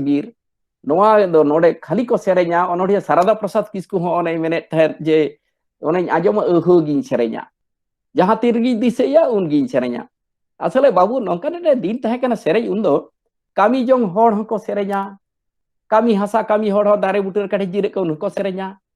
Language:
Santali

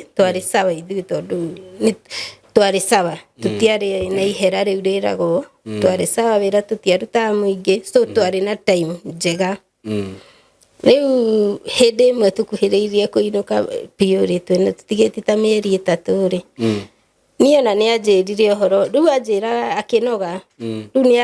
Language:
Kikuyu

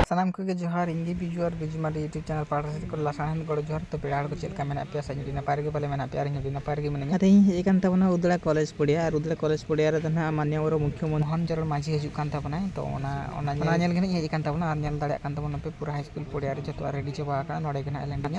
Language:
Santali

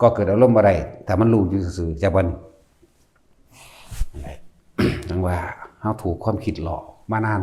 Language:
Northeastern Thai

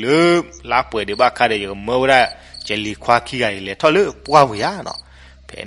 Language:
S'gaw Karen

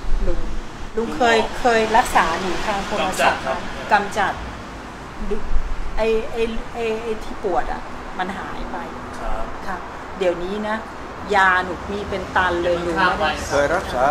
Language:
Thai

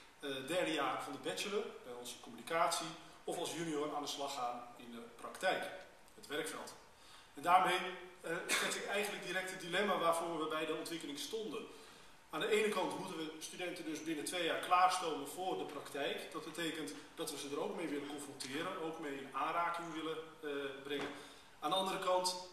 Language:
Dutch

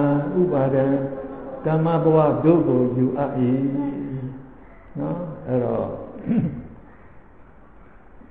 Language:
Burmese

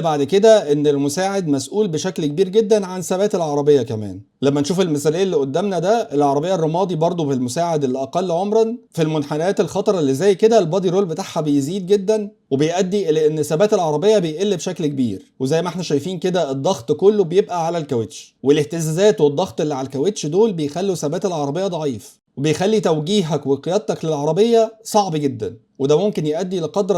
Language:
Egyptian Arabic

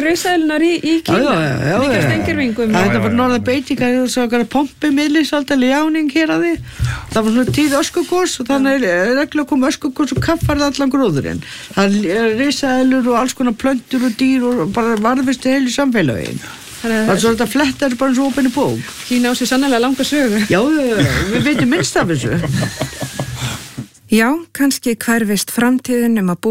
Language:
Icelandic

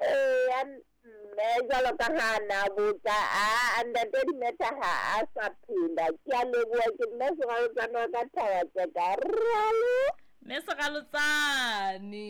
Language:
Southern Sotho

